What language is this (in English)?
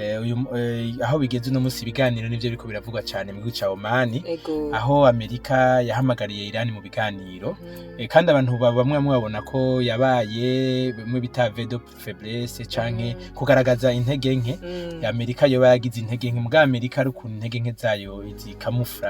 Rundi